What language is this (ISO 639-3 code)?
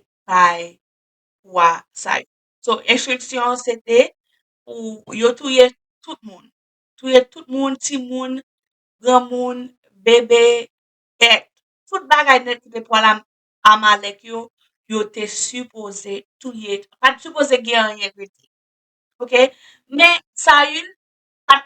hat